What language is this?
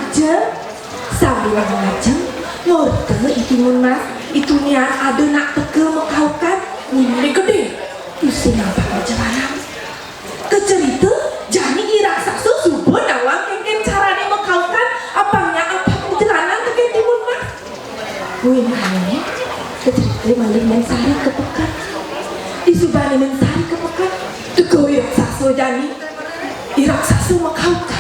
Balinese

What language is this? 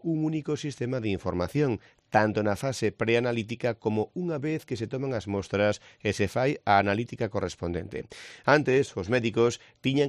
Galician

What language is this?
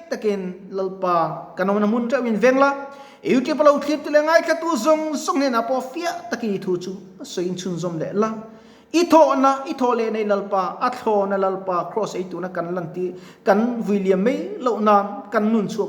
Mizo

